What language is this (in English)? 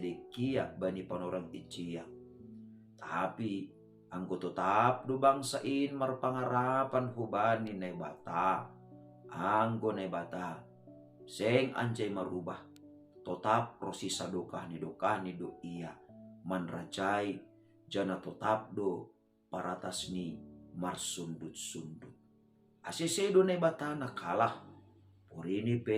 Batak Simalungun